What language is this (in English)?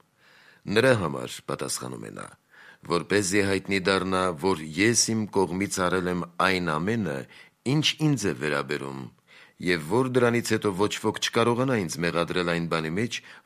Armenian